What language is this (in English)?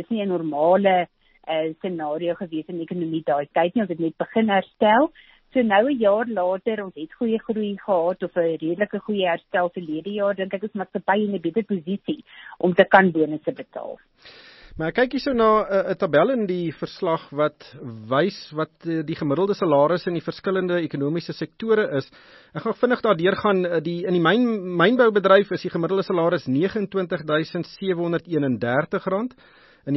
Afrikaans